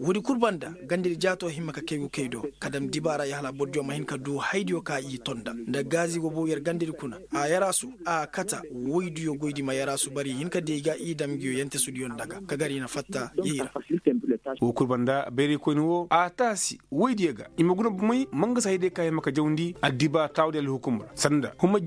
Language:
Koyraboro Senni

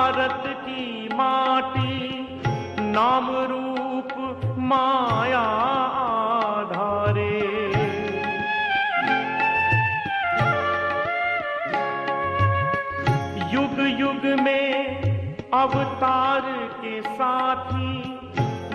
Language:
Hindi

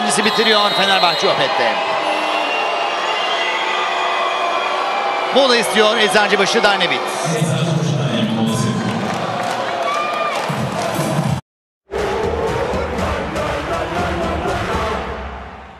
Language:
Turkish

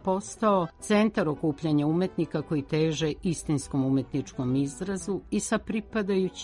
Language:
Serbian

